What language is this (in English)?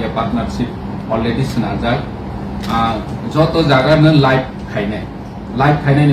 Kok Borok